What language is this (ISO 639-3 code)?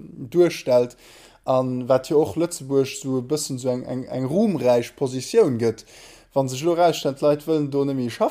ltz